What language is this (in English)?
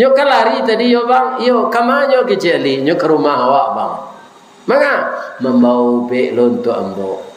Minangkabau